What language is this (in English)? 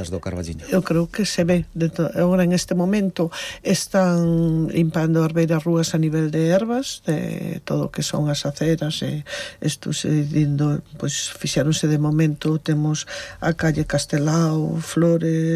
Galician